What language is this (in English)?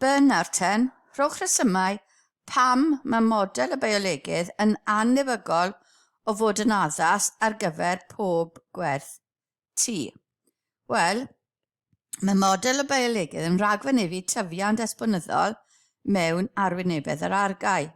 Welsh